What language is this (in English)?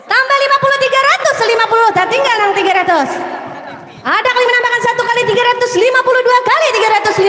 Banjar